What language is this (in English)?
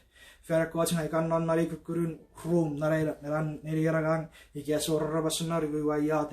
Chuukese